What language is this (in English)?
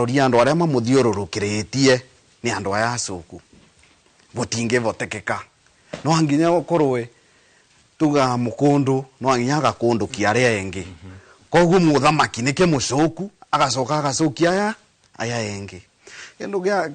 Kikuyu